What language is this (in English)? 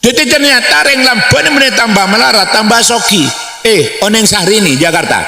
Madurese